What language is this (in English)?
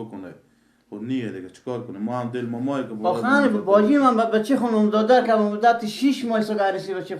Persian